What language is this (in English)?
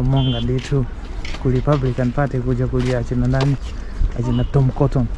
Nyanja